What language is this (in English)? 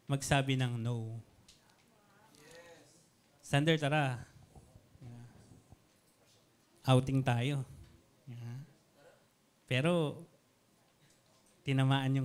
Filipino